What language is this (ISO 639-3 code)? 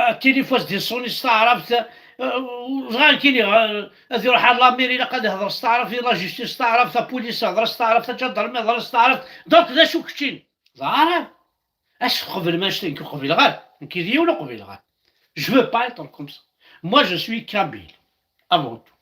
kab